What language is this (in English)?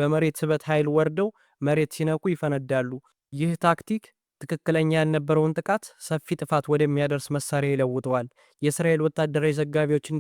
Amharic